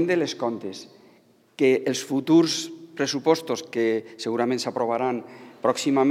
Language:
Catalan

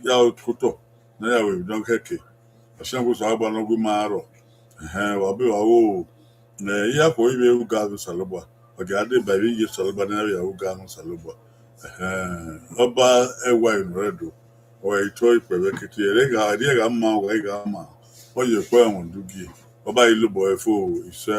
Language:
Bini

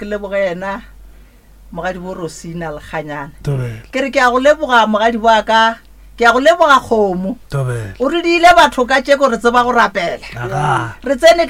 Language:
Northern Sotho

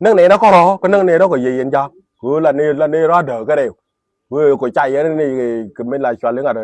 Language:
Nuer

